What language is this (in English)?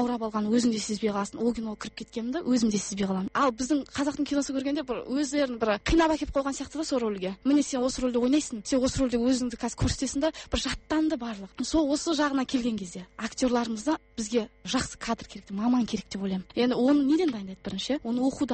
Kazakh